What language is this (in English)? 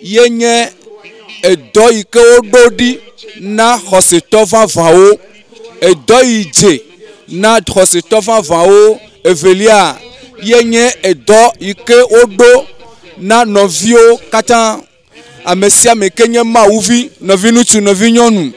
Ewe